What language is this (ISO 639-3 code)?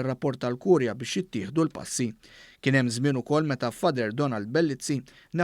mlt